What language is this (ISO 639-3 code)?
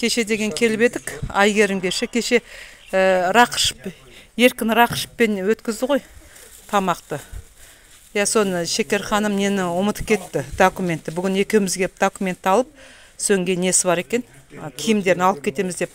kaz